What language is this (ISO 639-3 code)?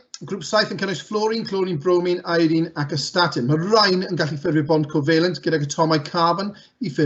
cym